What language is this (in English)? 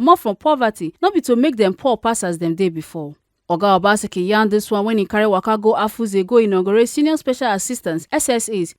Nigerian Pidgin